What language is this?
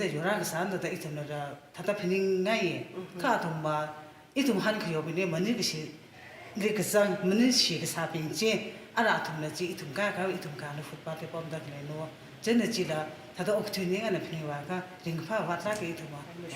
Tangkhul Naga (India)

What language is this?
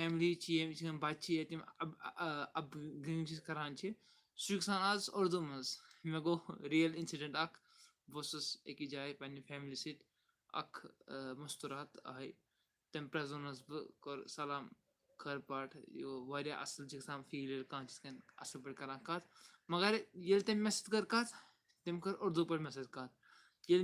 Kashmiri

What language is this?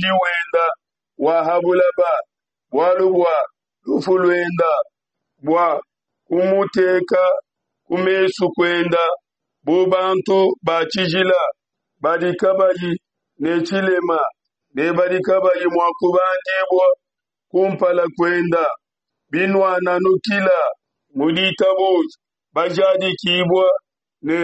Luba-Lulua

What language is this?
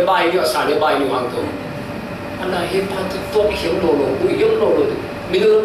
Falam Chin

